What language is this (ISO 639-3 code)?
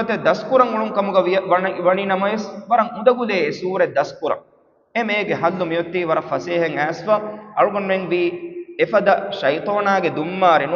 div